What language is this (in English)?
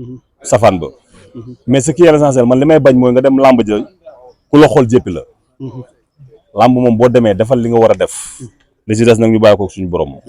Wolof